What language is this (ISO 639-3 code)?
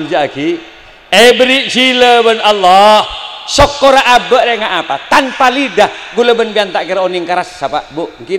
mad